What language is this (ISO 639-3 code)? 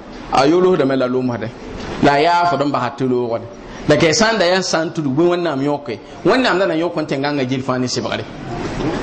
mos